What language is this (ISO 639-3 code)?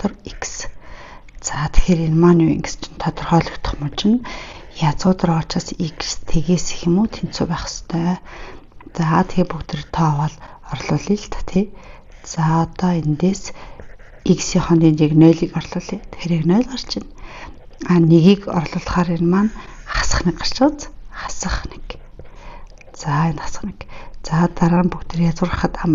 mon